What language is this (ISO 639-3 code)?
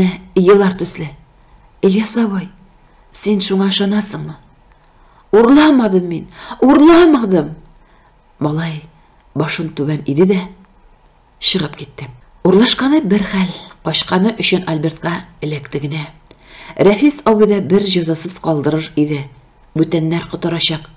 tat